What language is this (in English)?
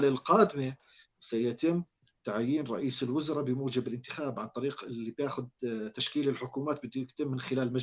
North Levantine Arabic